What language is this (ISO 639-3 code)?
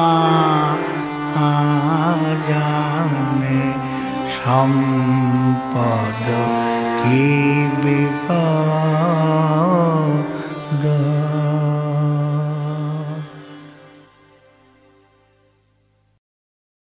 ben